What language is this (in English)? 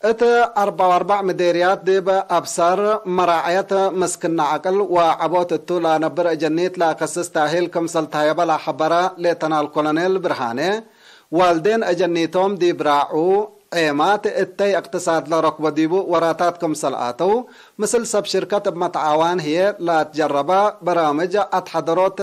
Tigre